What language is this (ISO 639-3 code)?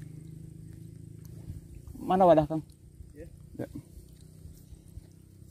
ind